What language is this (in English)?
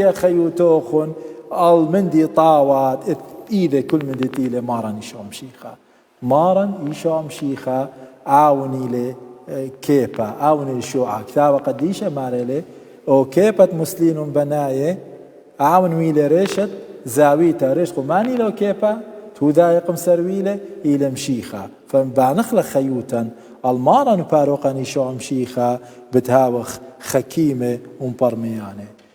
Assyrian Neo-Aramaic